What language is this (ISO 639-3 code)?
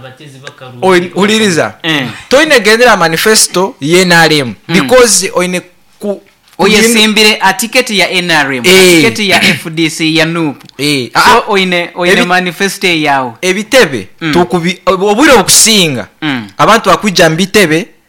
nyo